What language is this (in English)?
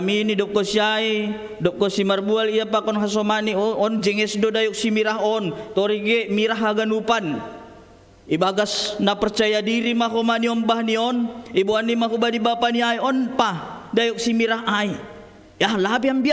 Batak Simalungun